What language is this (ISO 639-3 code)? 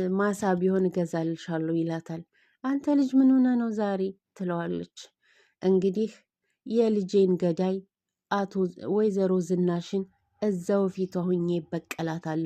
amh